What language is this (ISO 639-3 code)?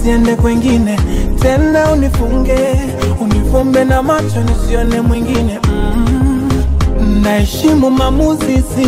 swa